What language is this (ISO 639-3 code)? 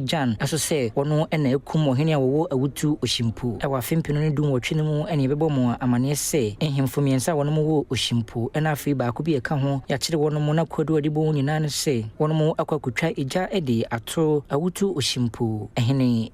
aka